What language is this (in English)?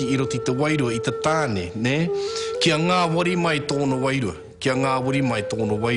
Māori